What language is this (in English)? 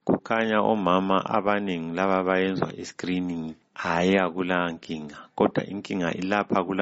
North Ndebele